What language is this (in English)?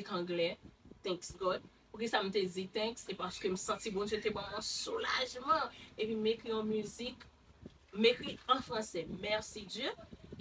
Haitian Creole